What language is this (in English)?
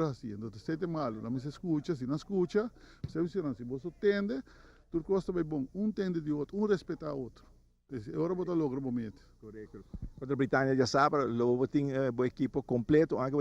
Papiamento